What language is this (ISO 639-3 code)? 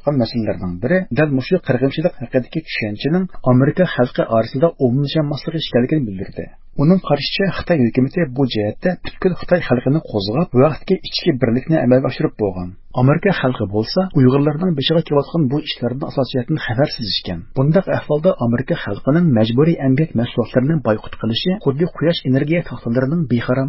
uig